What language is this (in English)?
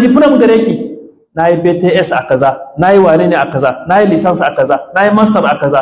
Hausa